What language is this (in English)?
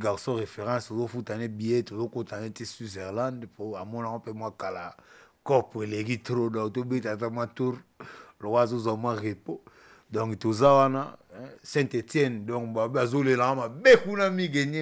Lingala